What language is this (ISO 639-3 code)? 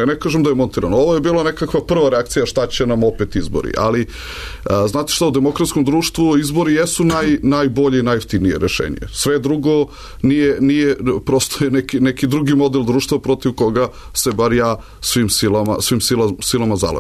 srp